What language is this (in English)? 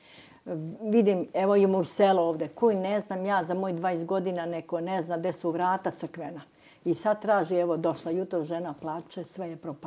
Serbian